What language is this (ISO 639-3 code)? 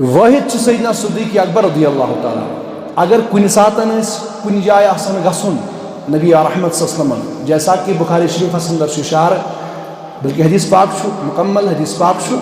kas